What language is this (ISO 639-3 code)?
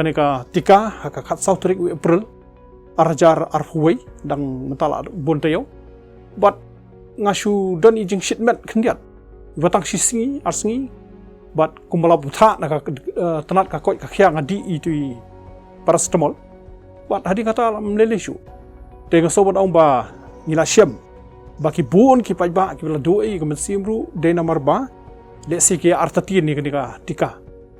kha